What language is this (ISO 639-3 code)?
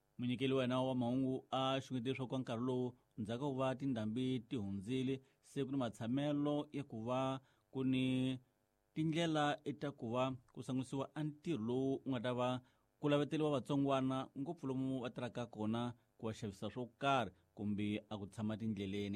tso